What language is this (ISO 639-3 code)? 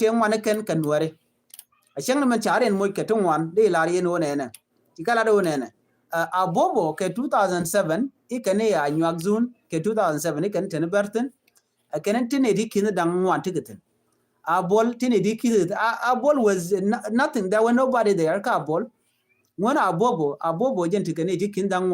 nus